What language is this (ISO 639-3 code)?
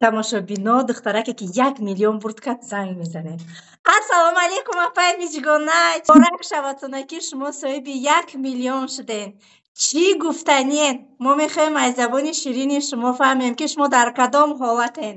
tgk